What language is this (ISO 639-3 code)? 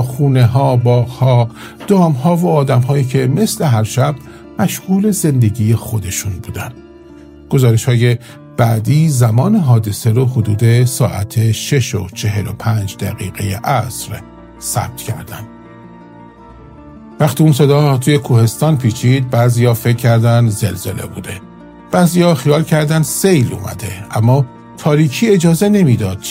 fas